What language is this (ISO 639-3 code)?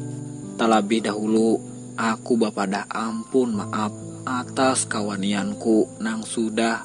bjn